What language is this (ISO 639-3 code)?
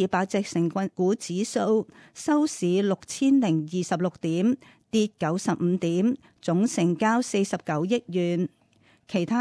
yue